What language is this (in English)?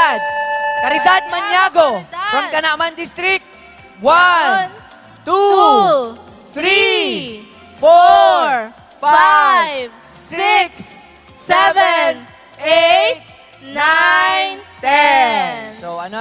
Bikol